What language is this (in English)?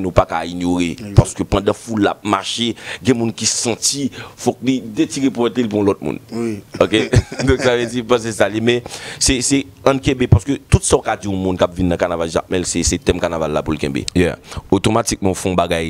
Haitian Creole